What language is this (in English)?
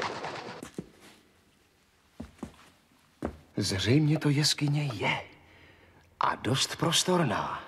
Czech